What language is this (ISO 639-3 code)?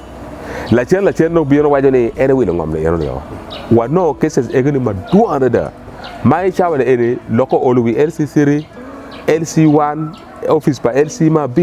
ach